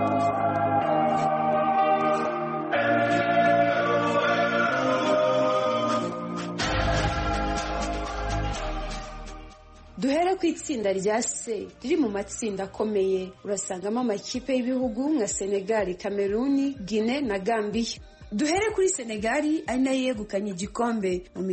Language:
Kinyarwanda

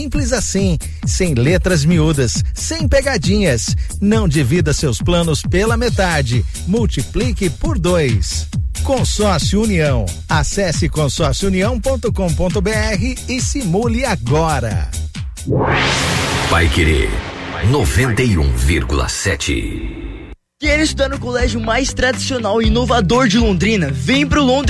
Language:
Portuguese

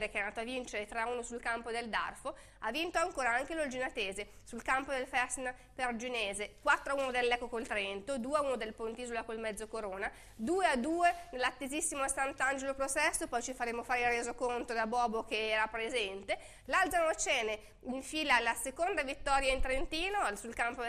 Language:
Italian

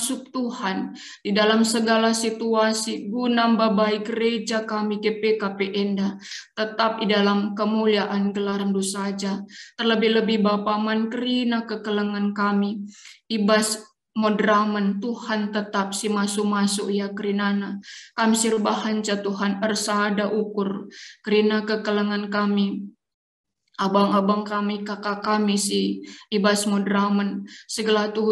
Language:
Batak Karo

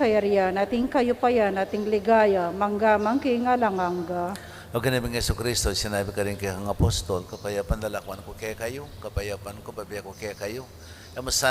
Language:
Pampanga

